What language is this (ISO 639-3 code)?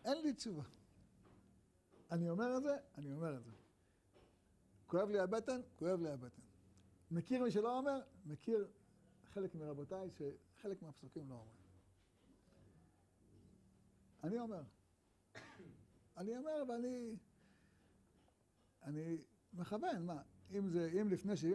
heb